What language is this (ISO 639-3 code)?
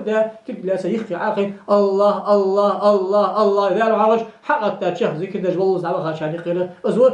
inh